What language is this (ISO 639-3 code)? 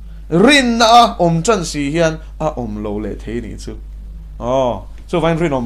lus